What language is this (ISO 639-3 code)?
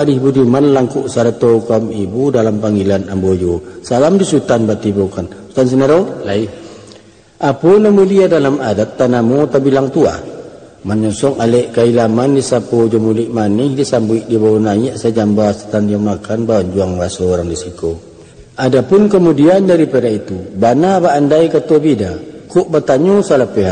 min